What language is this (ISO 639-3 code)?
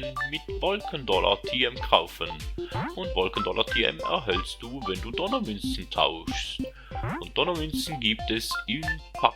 gsw